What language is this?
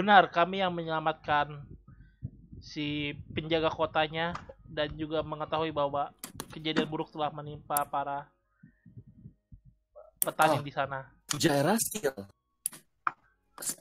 Indonesian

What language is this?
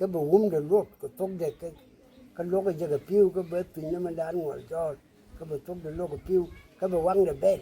Nuer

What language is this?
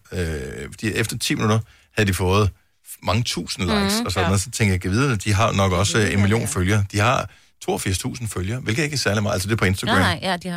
Danish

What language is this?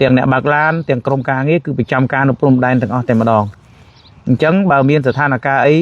Khmer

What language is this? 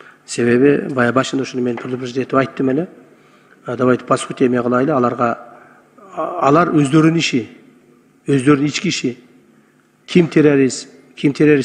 Kyrgyz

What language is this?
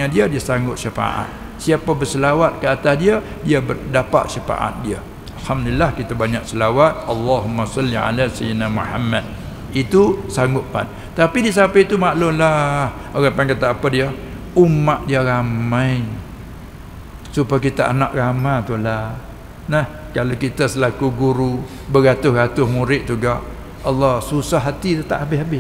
Malay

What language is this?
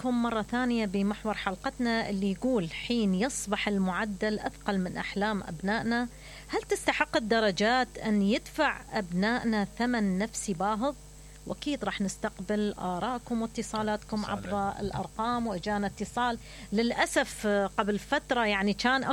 Mesopotamian Arabic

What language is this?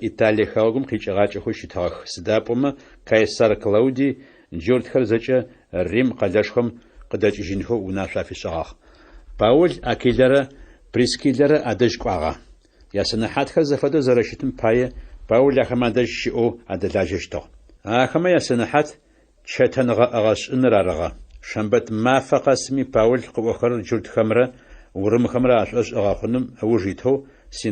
Adyghe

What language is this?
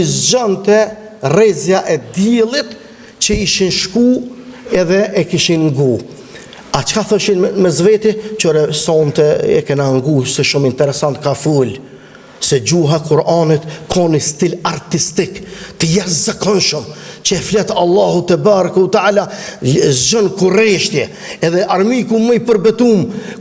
Albanian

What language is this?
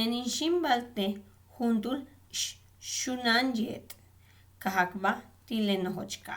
Yucateco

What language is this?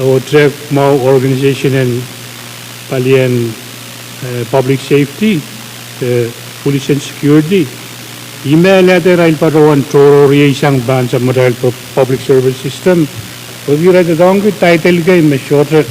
Pohnpeian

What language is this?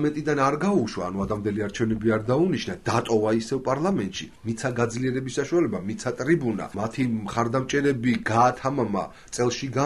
Georgian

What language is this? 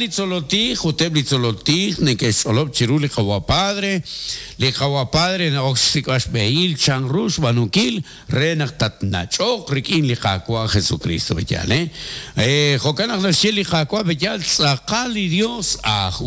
Kekchí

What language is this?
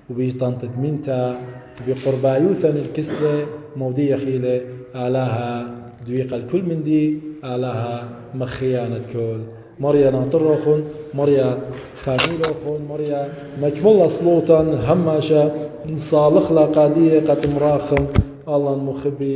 Assyrian Neo-Aramaic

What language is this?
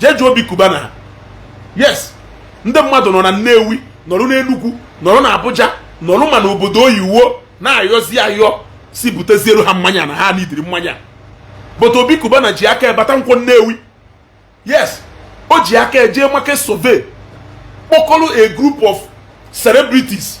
Igbo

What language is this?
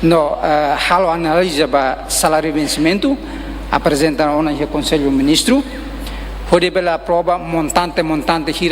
Tetum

